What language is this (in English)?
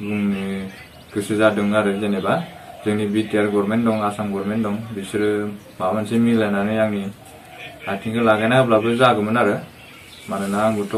Bodo